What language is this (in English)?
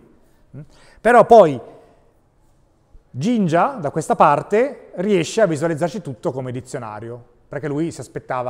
Italian